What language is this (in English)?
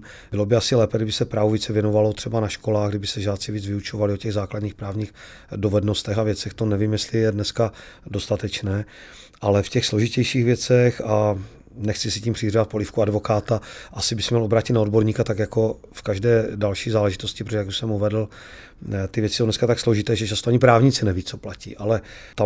Czech